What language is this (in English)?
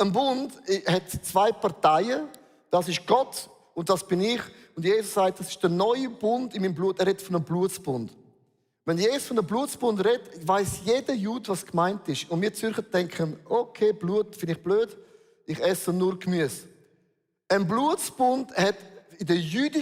Swiss German